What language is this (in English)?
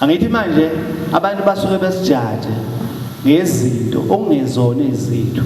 Zulu